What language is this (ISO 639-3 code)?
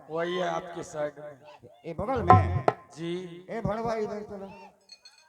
anp